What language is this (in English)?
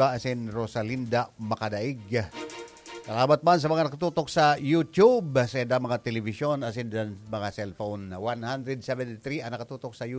Bikol